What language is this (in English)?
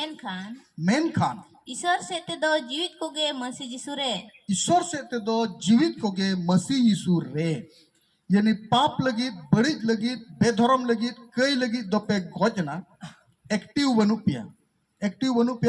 Santali